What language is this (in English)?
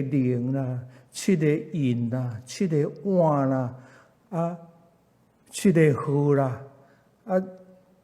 Min Nan Chinese